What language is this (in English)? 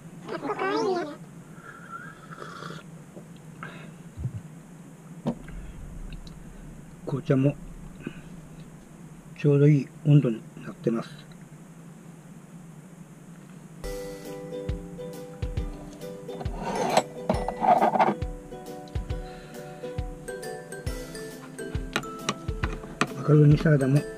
Japanese